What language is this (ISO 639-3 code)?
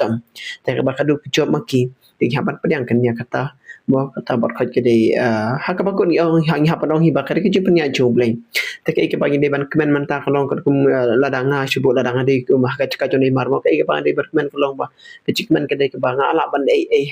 kha